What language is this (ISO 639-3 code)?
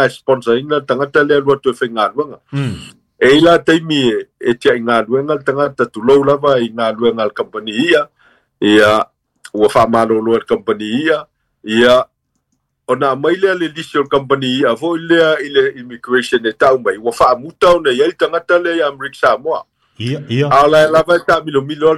smo